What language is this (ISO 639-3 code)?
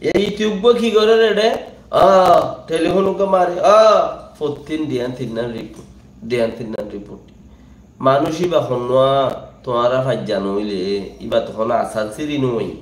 rhg